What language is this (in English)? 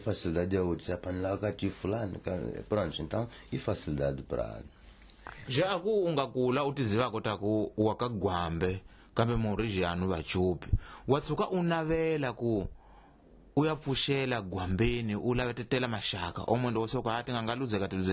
Tsonga